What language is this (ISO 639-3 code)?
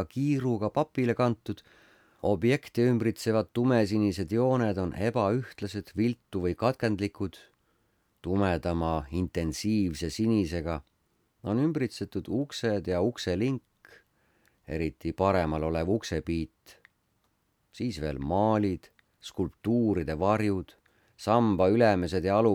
est